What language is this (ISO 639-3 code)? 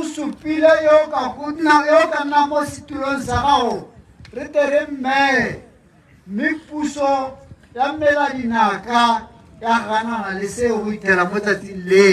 tsn